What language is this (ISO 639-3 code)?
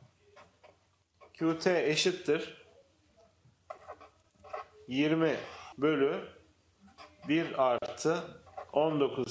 tur